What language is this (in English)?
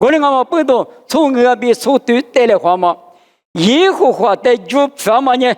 Lisu